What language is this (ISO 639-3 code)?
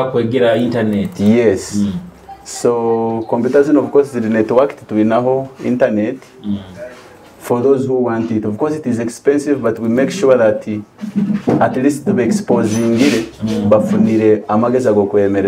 nyo